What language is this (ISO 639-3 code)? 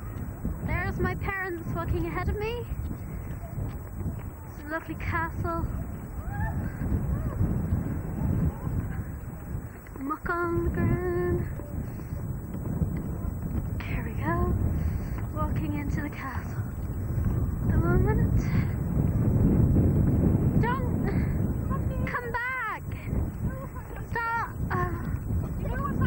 eng